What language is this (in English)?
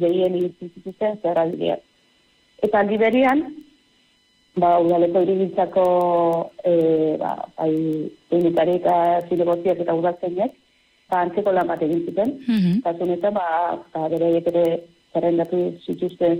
Basque